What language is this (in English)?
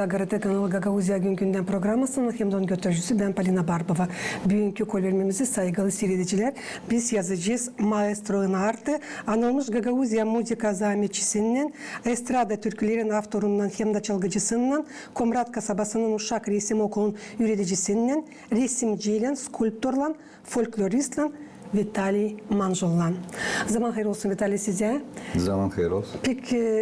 Gagauz